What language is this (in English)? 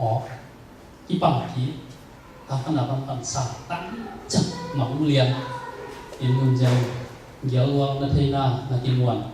Tedim Chin